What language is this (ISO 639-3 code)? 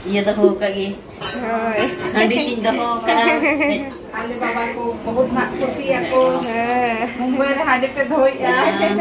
sat